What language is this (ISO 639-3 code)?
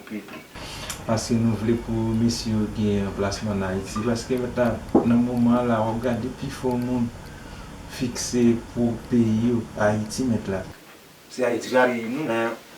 hat